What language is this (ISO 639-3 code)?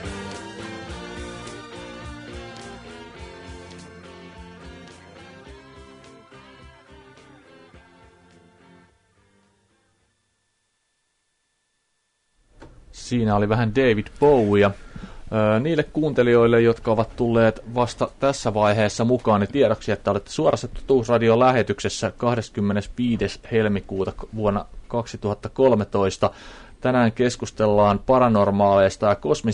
fin